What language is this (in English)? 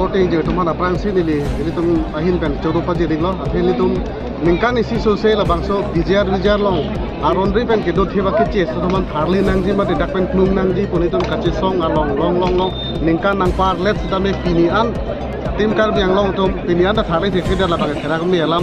Karbi